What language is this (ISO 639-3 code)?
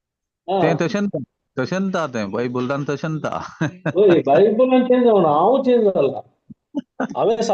kok